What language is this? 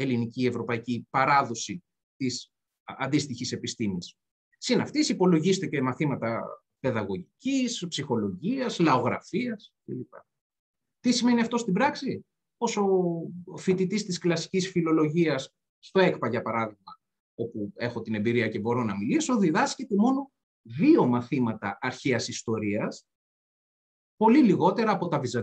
Greek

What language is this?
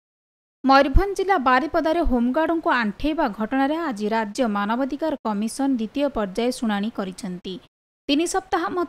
Odia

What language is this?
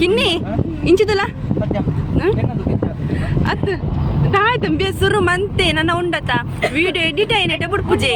Tulu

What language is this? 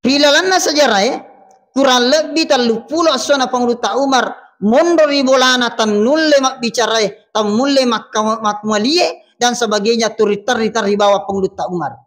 Buginese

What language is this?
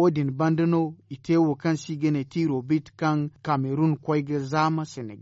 Zarma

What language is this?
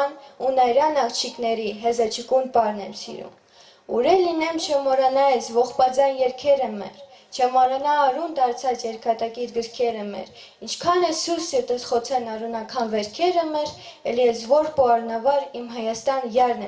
Tuvinian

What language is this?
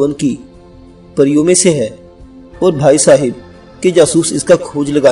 Urdu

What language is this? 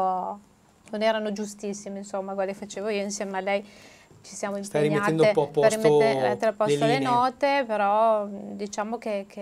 Italian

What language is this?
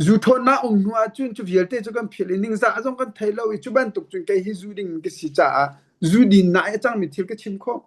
Hakha Chin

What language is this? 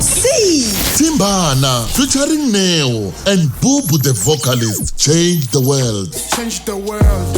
Tsonga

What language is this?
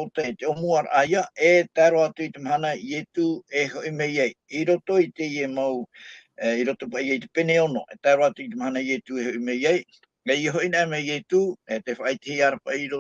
Tahitian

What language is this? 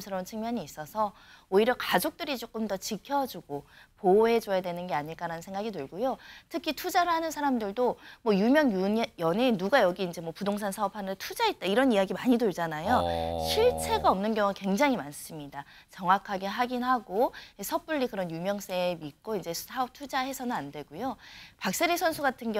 Korean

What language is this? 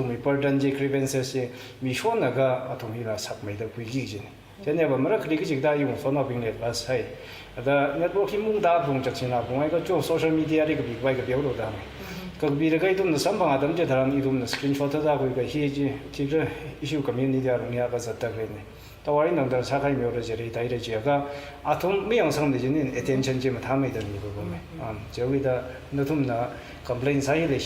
Tangkhul Naga (India)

